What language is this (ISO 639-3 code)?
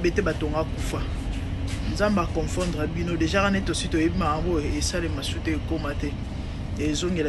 lin